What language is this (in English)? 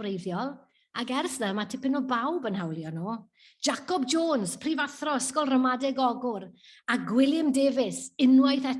Welsh